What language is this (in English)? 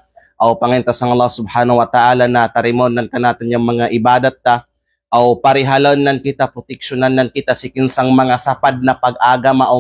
Kalagan